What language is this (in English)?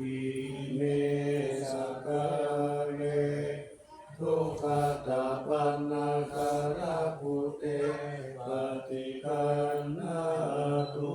Pali